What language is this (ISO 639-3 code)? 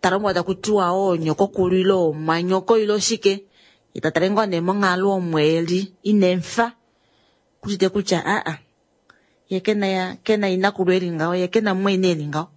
kua